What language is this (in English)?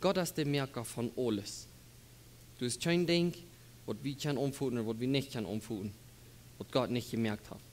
Plautdietsch